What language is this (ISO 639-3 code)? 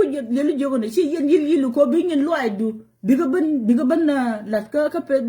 nus